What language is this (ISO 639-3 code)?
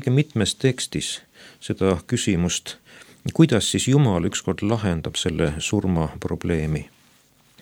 est